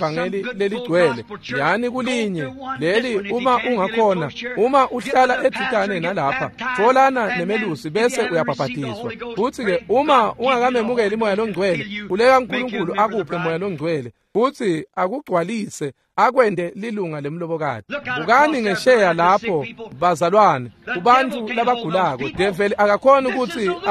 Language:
Swati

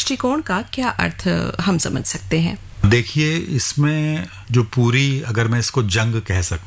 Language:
Hindi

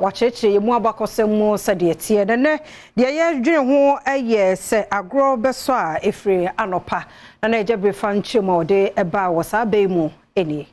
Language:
Akan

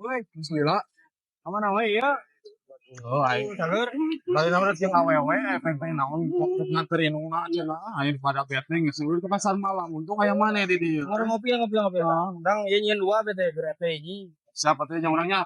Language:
Sundanese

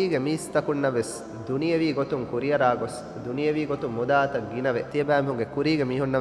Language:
Divehi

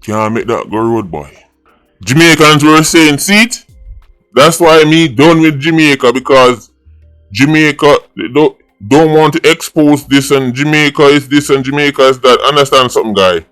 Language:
Jamaican Creole English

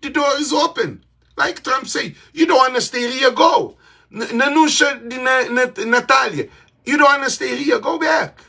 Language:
Kabuverdianu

